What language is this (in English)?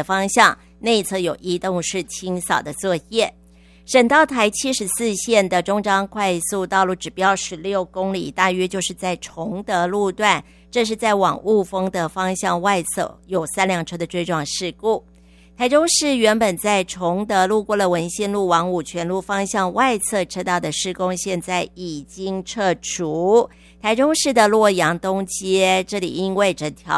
Chinese